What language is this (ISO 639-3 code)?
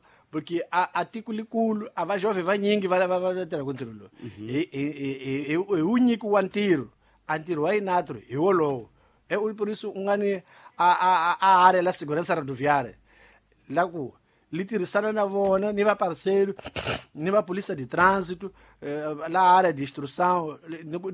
tso